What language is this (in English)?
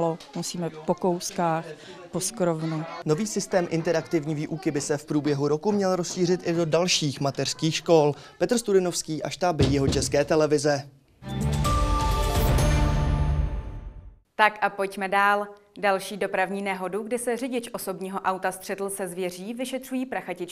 Czech